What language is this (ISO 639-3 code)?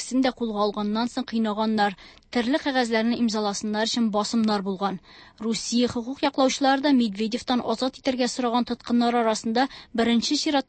tat